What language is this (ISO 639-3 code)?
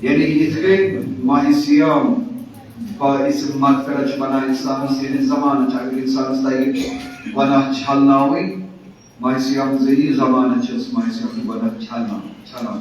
kas